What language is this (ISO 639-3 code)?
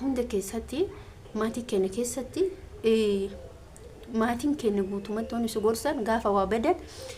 orm